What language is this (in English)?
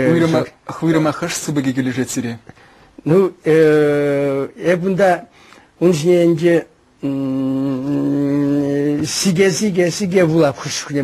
Chuvash